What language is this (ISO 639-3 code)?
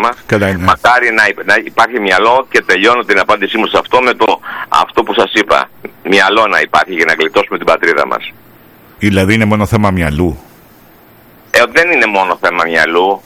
ell